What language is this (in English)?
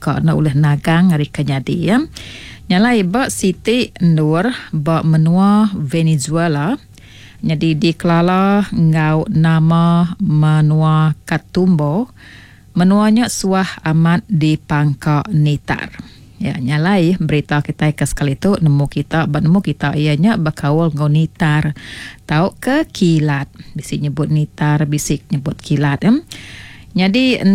Iban